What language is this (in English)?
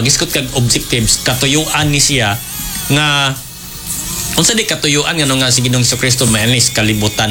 Cebuano